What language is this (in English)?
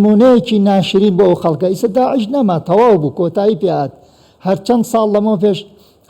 Central Kurdish